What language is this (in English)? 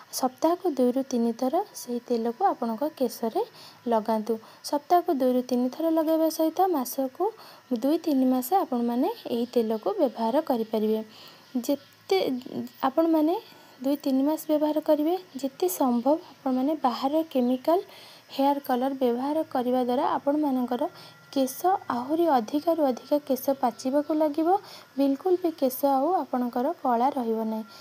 Odia